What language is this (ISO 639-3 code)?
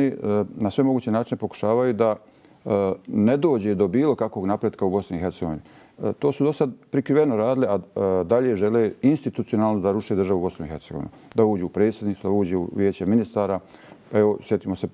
bos